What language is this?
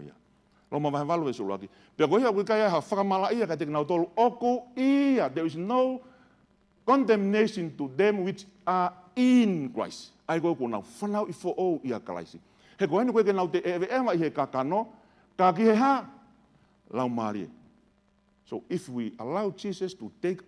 Tongan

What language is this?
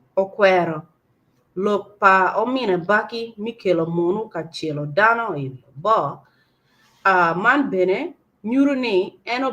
Acoli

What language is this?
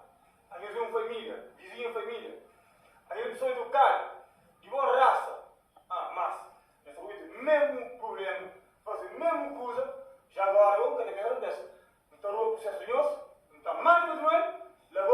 Kabuverdianu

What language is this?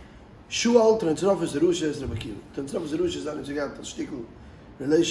Yiddish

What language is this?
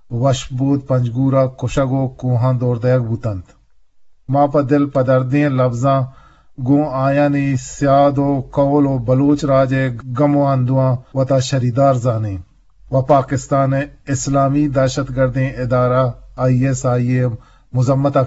Eastern Balochi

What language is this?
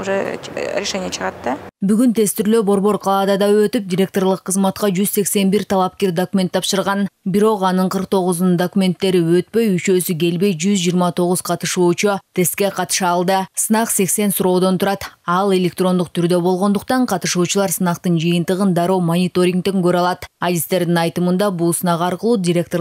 Kyrgyz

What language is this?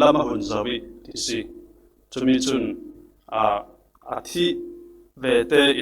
Falam Chin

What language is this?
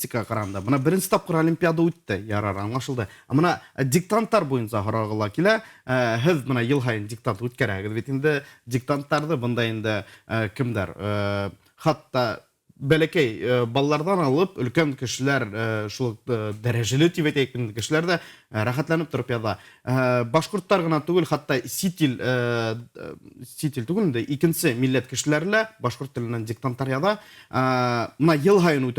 Bashkir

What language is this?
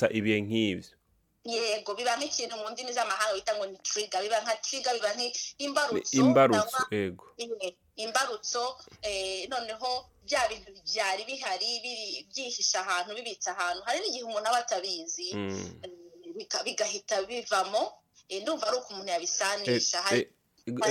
Rundi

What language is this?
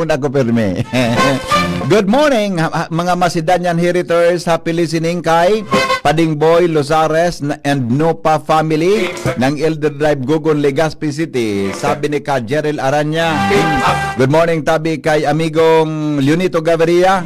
Bikol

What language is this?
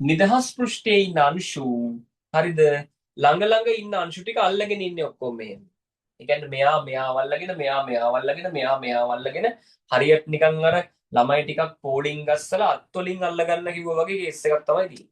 Sinhala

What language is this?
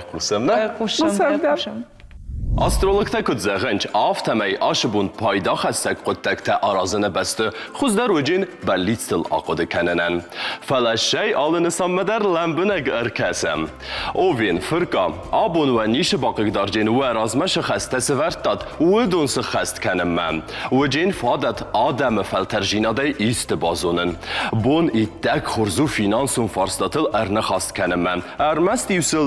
Ossetic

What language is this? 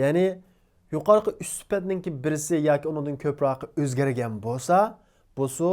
Uyghur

